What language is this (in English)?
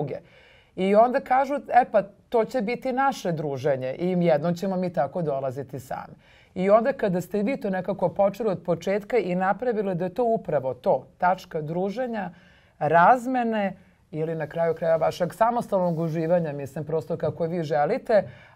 Serbian